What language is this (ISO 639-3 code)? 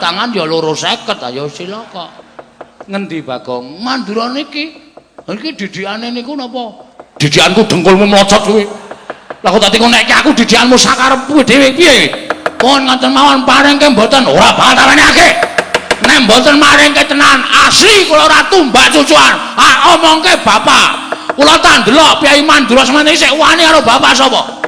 jav